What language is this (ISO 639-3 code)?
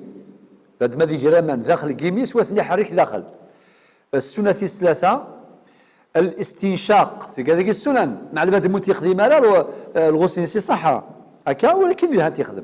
arq